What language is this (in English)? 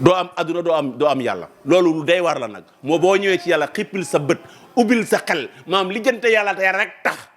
Wolof